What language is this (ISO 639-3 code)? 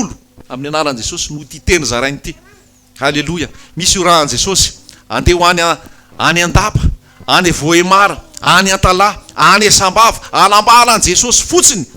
mlg